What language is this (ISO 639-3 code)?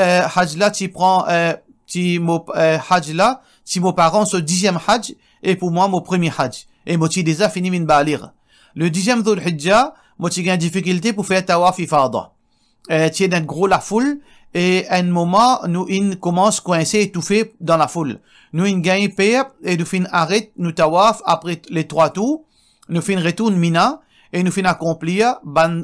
mfe